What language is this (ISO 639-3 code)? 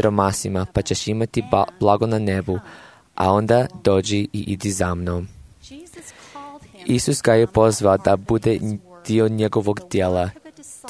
hrv